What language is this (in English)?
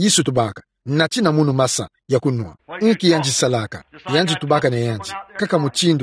Kituba (Democratic Republic of Congo)